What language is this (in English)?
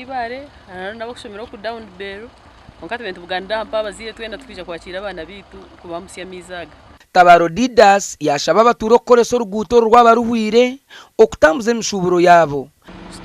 Nyankole